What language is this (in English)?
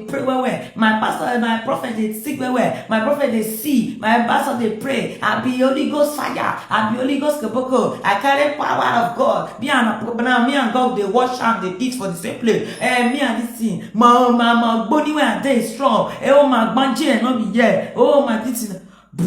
Nigerian Pidgin